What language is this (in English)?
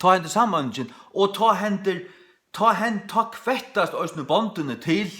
Faroese